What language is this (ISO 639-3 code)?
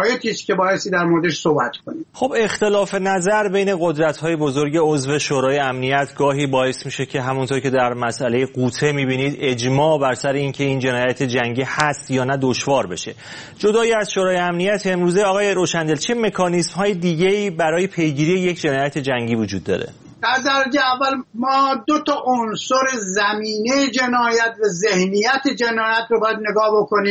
fas